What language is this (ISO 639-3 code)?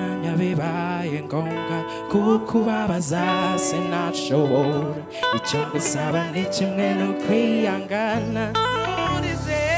kin